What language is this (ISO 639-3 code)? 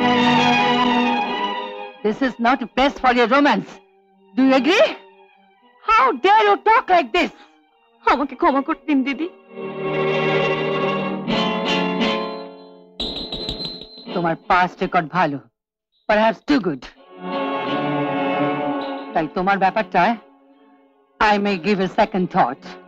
ben